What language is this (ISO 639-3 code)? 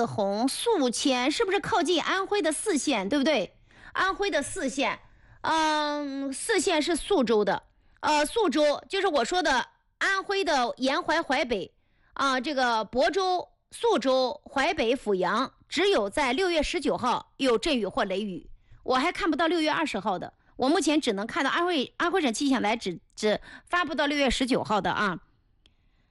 zho